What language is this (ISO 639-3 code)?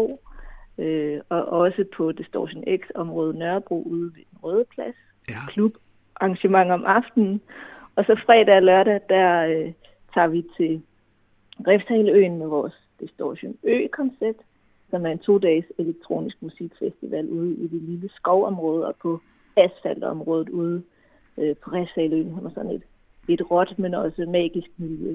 dan